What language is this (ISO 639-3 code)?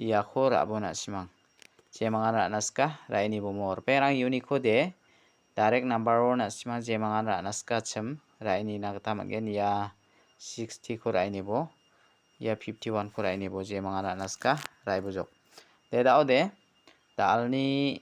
grt